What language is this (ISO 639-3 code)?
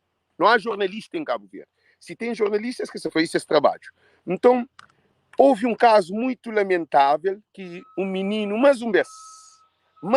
kea